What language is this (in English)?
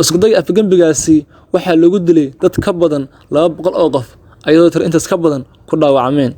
Somali